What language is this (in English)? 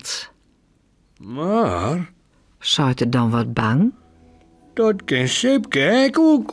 Western Frisian